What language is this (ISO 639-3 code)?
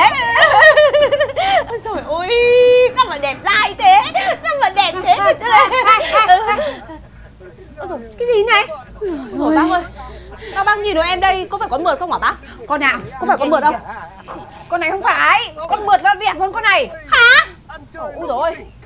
vie